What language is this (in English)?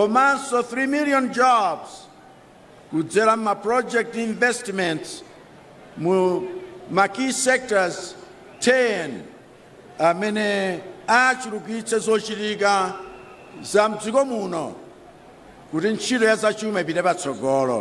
Nyanja